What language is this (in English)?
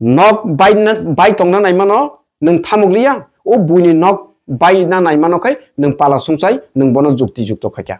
Kok Borok